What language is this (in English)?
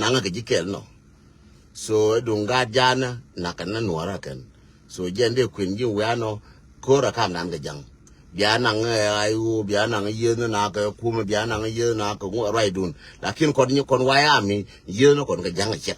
Nuer